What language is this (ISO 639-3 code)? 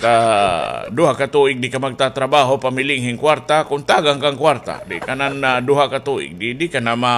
war